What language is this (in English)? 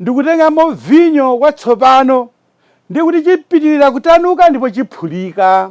Nyanja